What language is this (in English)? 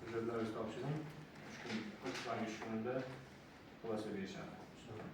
Uzbek